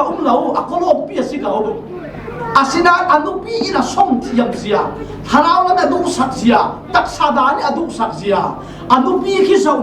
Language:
Falam Chin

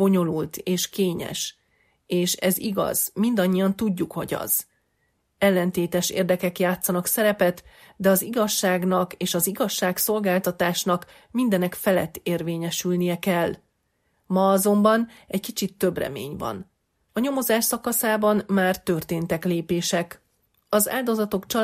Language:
Hungarian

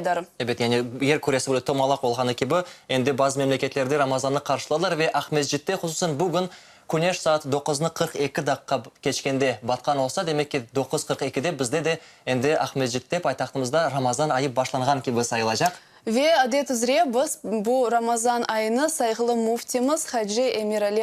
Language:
Crimean Tatar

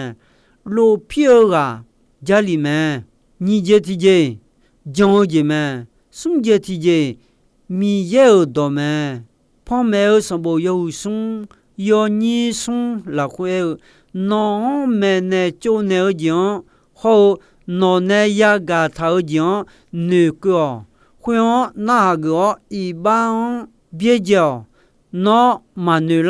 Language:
Akha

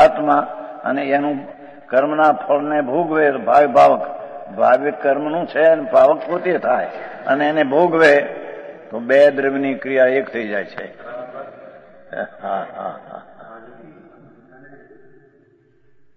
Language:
Gujarati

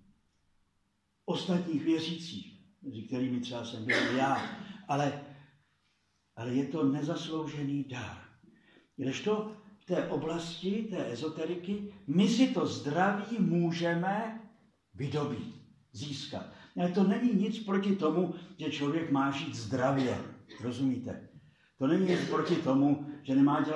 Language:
Czech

